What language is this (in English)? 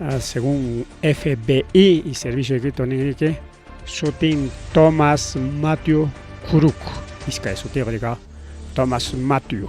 Ayacucho Quechua